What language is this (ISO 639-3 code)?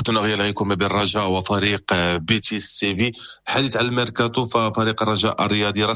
ary